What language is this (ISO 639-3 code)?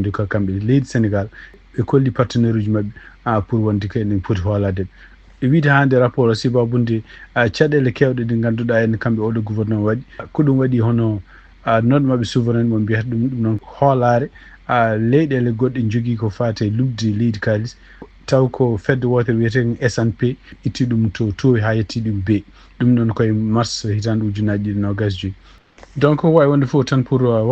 ful